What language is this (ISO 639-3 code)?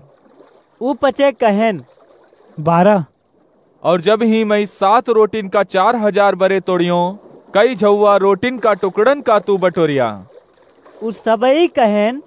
awa